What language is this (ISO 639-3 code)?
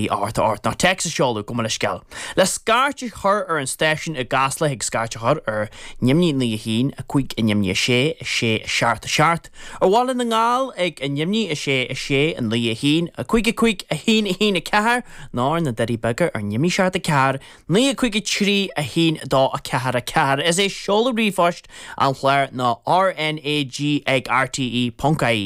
gle